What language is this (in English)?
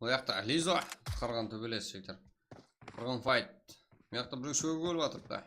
Kara-Kalpak